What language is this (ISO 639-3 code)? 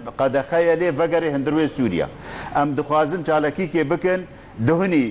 kur